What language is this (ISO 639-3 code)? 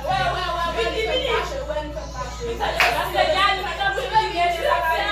hat